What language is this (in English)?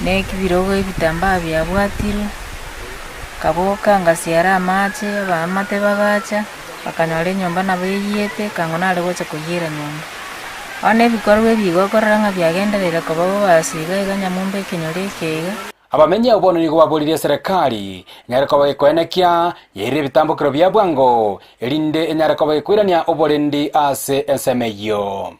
Gusii